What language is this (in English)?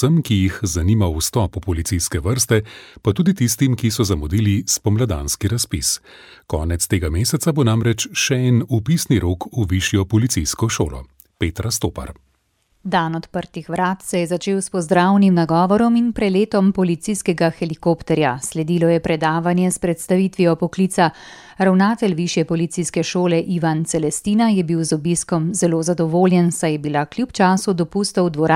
Slovenian